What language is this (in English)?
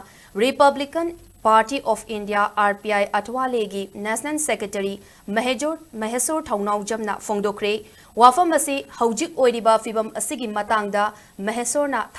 Manipuri